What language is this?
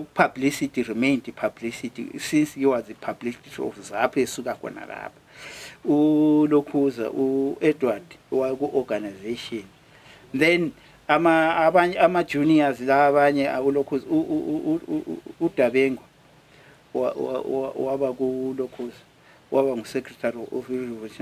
North Ndebele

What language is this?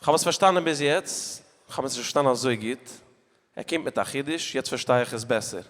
Yiddish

